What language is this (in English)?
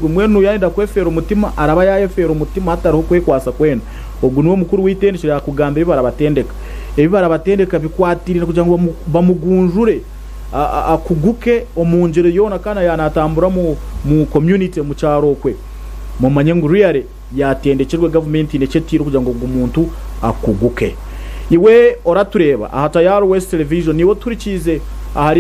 Nyankole